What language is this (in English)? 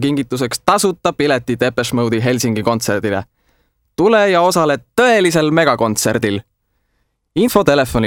Estonian